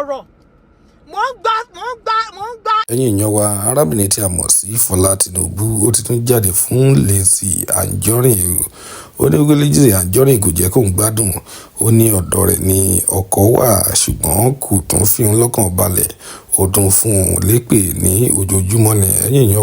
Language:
Yoruba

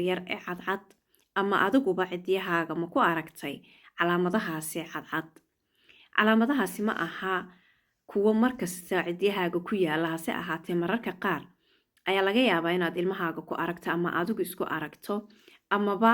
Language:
Somali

